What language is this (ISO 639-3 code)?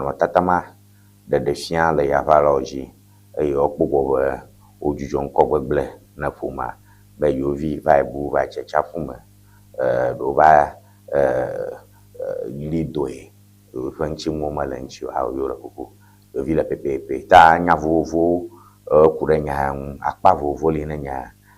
ewe